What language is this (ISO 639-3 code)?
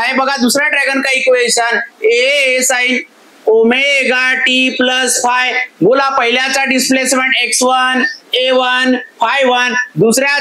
mar